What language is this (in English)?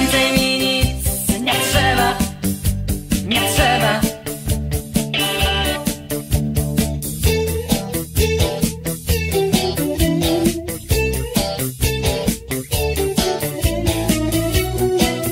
Polish